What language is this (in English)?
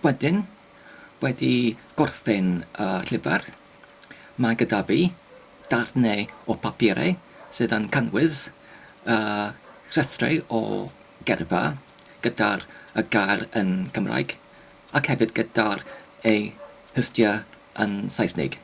Welsh